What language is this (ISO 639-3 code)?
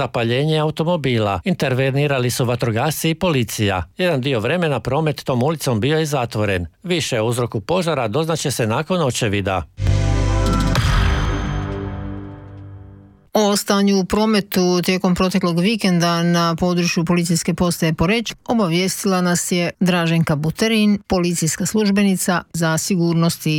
hrv